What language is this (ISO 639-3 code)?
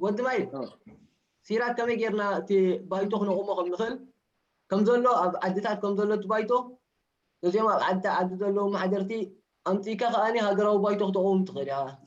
tir